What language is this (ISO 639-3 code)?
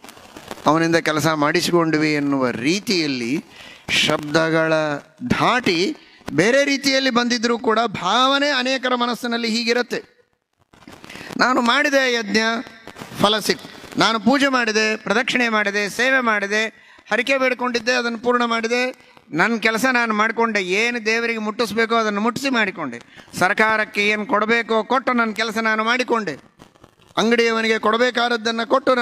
kan